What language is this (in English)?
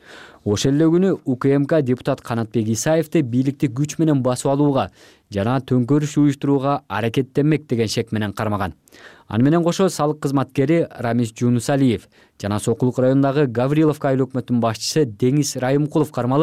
Kyrgyz